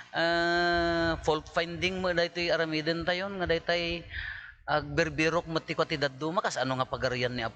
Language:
Iloko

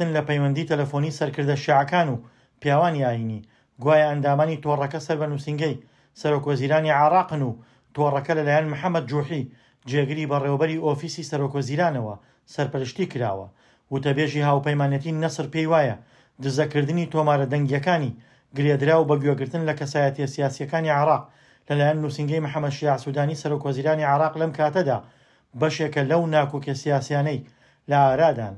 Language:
Central Kurdish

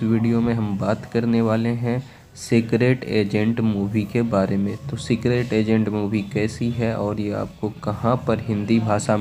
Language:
Hindi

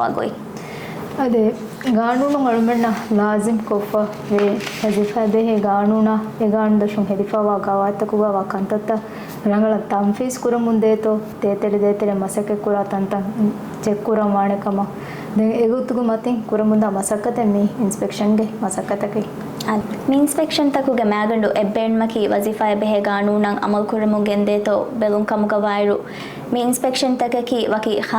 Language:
Divehi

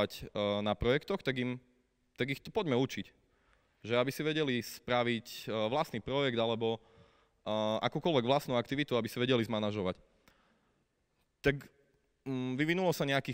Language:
Slovak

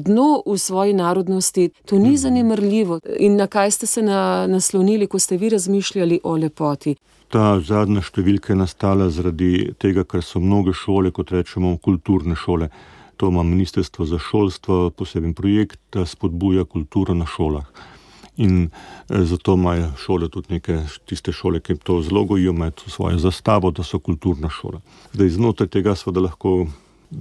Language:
Slovenian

